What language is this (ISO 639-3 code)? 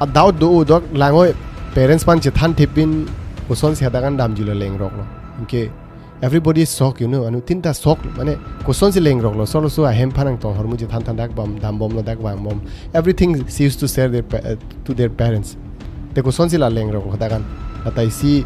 mjw